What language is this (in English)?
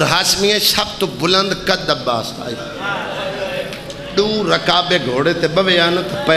Saraiki